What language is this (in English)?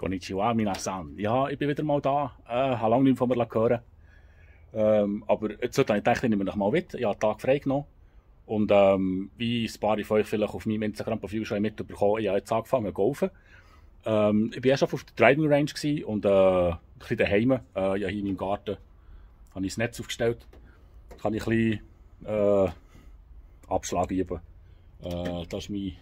Swiss German